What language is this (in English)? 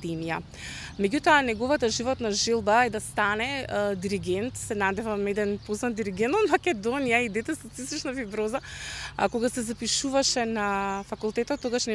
Macedonian